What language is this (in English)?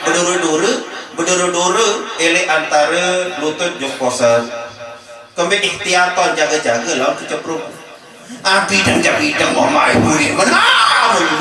Sasak